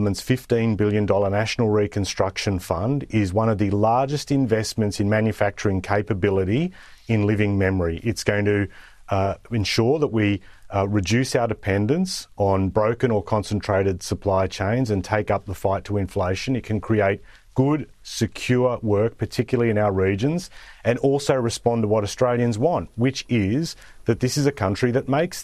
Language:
Kurdish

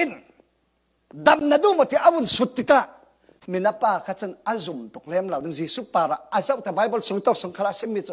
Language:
Falam Chin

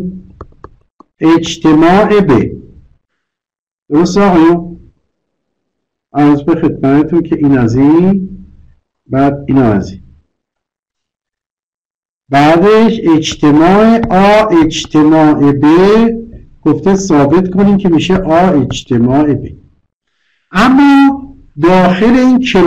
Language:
Persian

